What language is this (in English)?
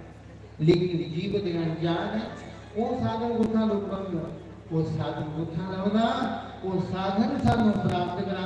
Dogri